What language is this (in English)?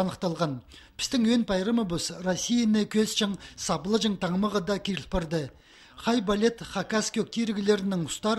Khakas